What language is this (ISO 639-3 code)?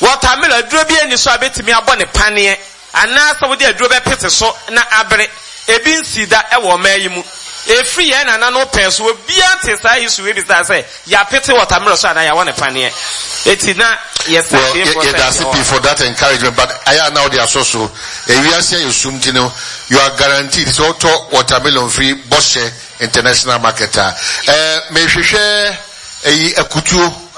aka